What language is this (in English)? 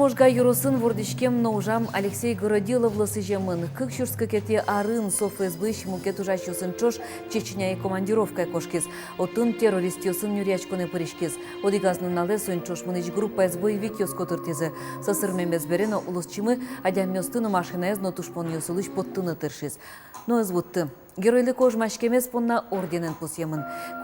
Udmurt